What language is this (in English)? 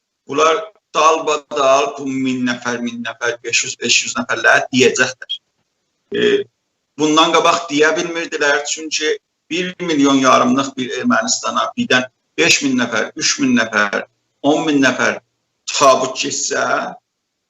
South Azerbaijani